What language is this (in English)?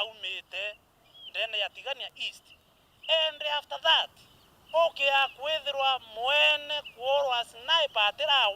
Meru